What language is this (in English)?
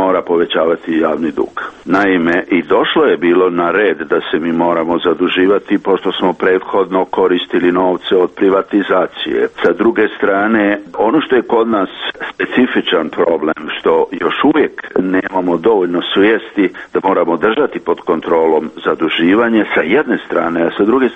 Serbian